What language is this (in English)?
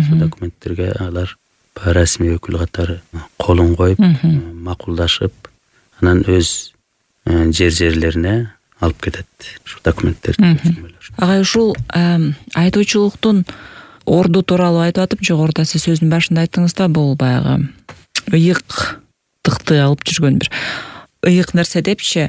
Kyrgyz